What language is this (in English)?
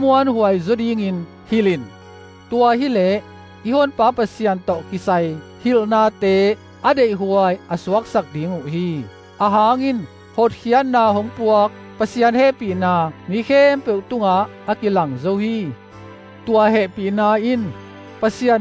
Tedim Chin